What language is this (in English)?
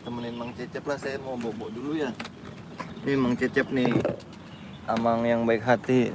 Betawi